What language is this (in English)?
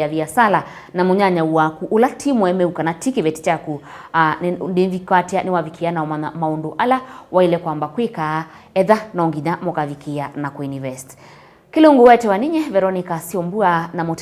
Kamba